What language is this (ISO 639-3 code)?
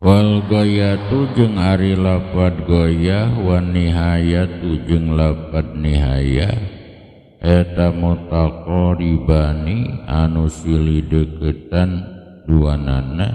sun